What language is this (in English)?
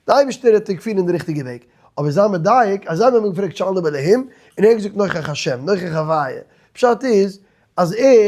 Yiddish